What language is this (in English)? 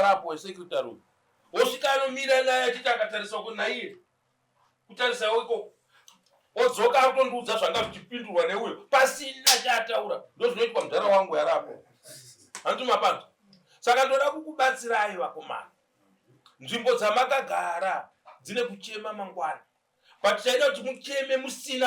Shona